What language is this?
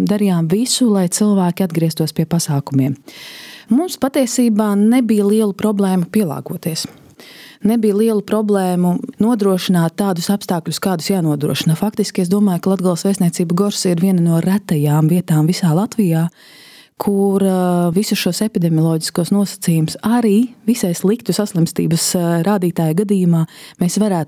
Latvian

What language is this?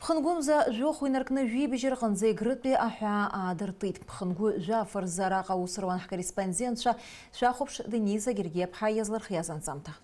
Abkhazian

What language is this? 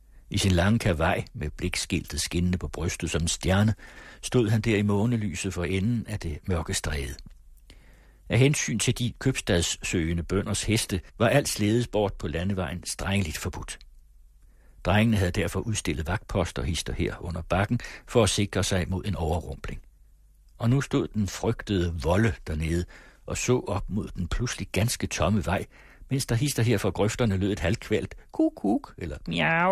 Danish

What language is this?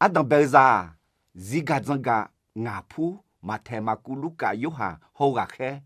Akha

